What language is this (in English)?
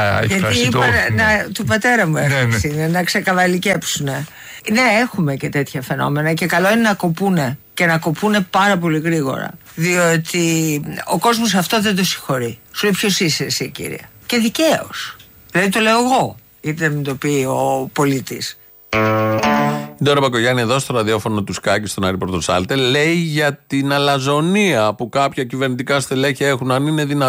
Greek